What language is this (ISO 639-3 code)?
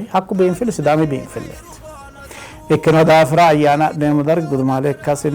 sid